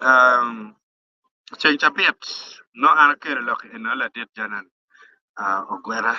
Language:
Acoli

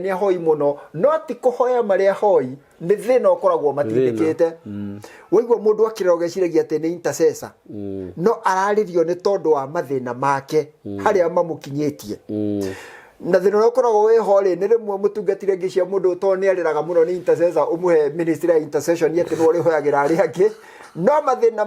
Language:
Kikuyu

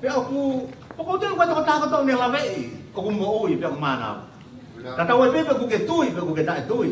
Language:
Tongan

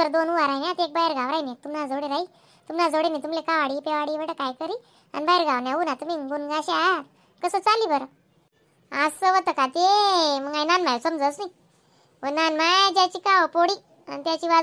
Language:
Khandesi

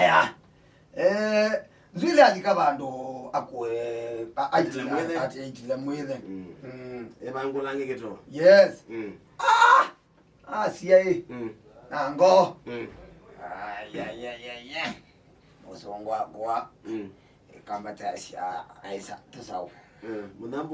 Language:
Kamba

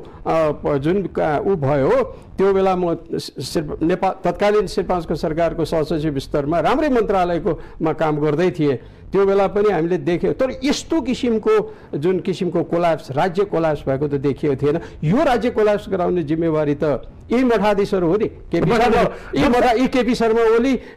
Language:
Nepali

